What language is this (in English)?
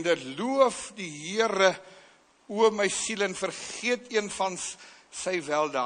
Afrikaans